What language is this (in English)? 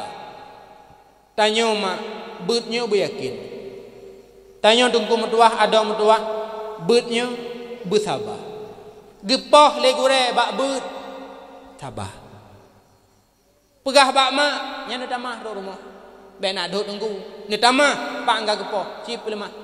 Achinese